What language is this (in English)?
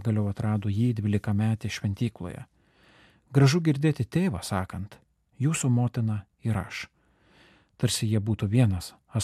Lithuanian